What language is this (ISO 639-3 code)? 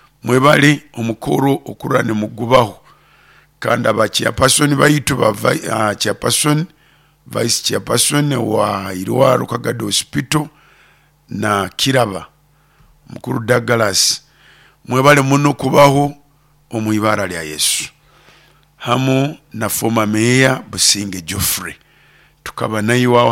nyo